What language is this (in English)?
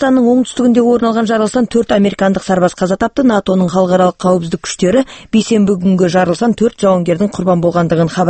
Kazakh